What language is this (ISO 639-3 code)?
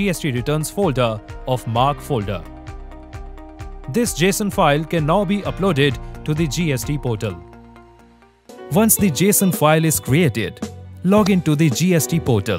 eng